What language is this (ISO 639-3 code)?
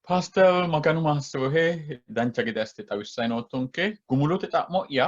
sid